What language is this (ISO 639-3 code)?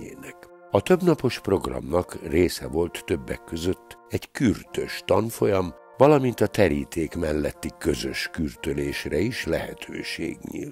hun